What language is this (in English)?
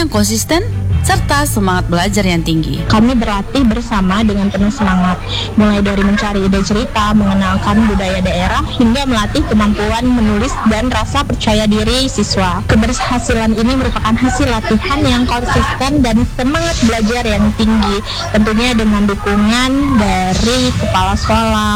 Indonesian